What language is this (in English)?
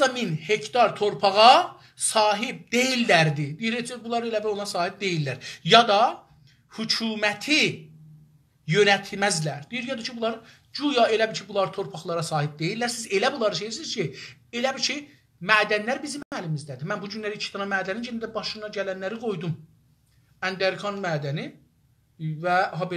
South Azerbaijani